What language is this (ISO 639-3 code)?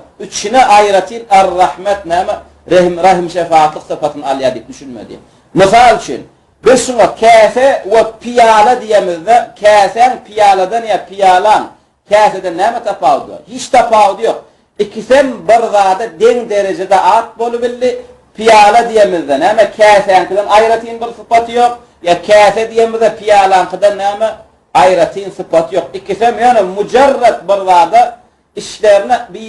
tuk